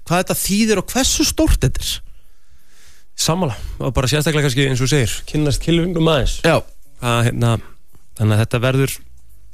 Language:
Icelandic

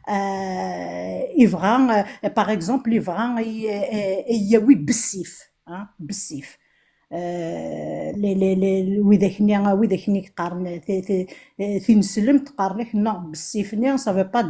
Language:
Kabyle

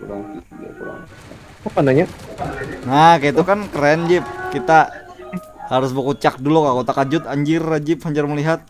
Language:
Banjar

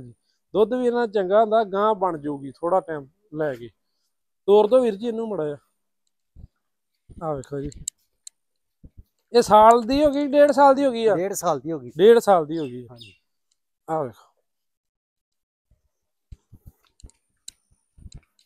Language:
Punjabi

